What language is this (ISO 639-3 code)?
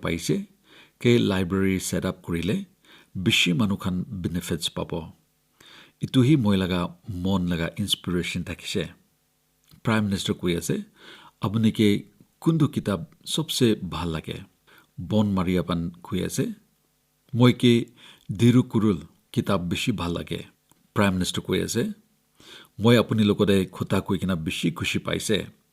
nag